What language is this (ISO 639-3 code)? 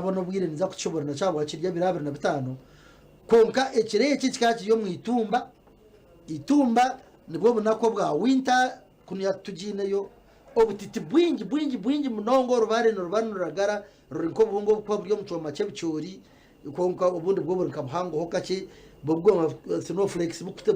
nyn